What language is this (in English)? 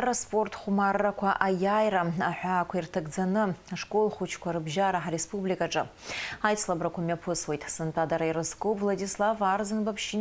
Abkhazian